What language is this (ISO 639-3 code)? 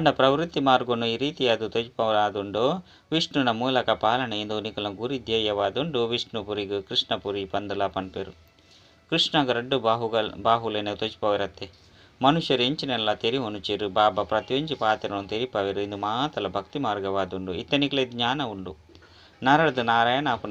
tcy